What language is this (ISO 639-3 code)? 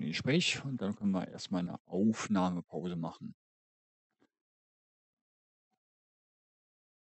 deu